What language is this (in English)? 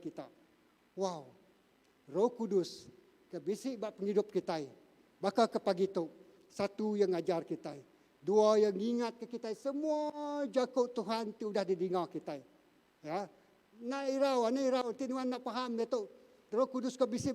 Iban